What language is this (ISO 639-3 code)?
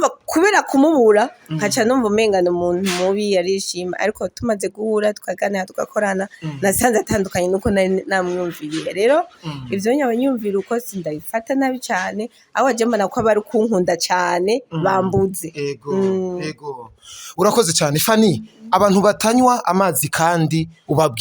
run